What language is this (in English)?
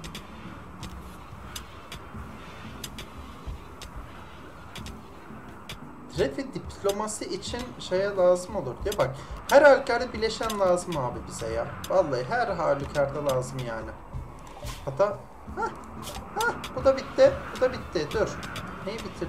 Turkish